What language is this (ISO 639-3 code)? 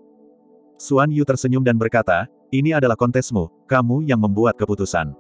ind